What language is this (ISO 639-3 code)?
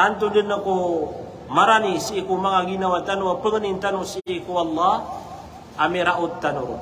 mrw